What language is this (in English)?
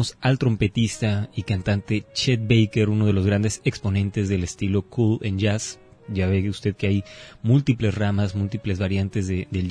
Spanish